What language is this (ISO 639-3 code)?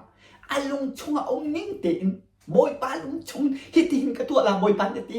cnh